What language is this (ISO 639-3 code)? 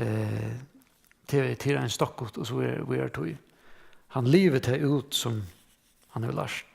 fao